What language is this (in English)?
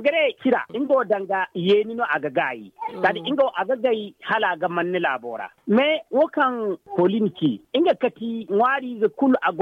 Zarma